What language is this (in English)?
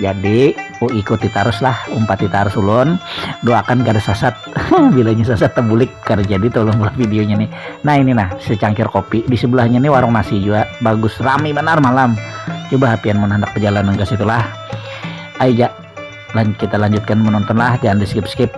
Banjar